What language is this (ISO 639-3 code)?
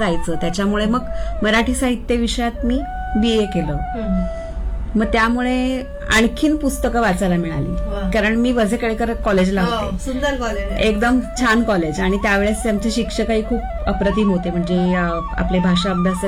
mar